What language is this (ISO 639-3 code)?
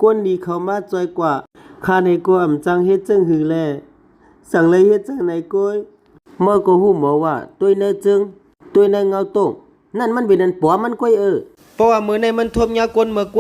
shn